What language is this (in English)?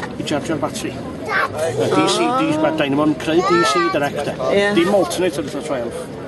Welsh